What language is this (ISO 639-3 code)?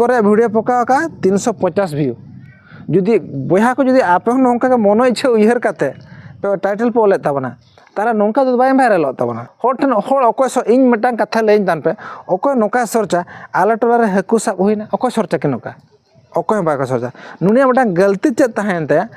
sat